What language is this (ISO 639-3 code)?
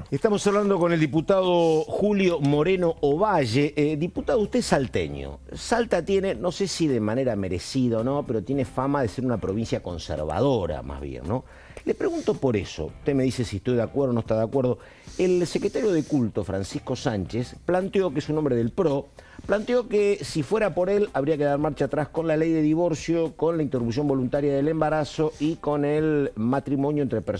spa